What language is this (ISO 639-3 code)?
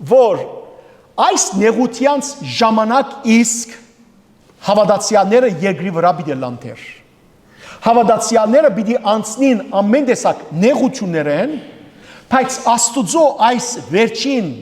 hyw